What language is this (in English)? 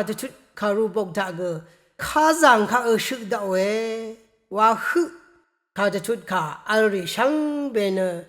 Rawang